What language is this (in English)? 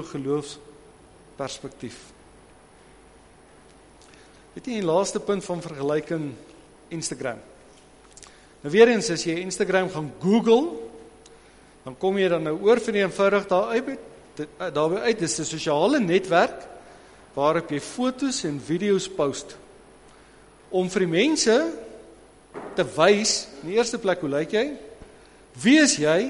Afrikaans